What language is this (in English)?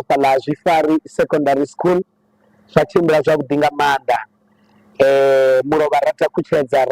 Venda